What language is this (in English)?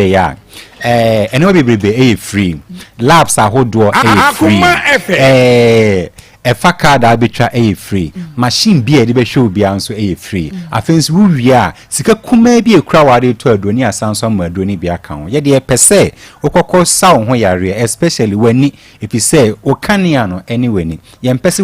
Akan